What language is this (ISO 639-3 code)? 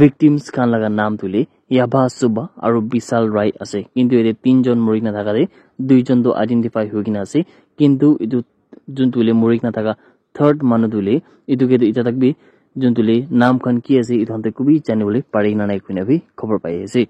nag